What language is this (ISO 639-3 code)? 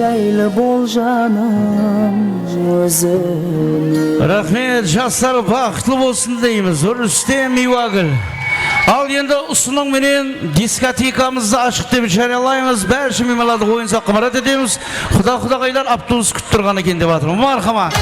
kaa